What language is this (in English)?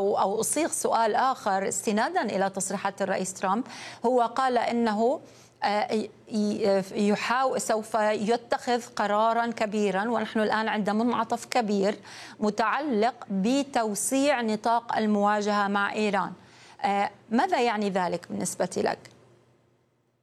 Arabic